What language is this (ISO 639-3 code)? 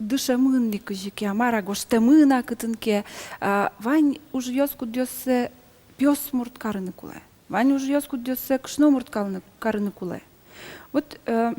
udm